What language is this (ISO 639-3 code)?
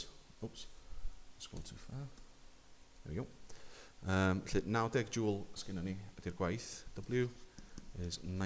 cym